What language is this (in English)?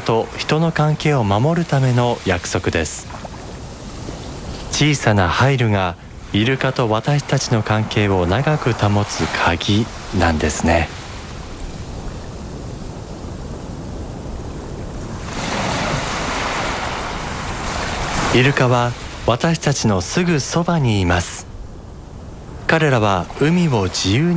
Japanese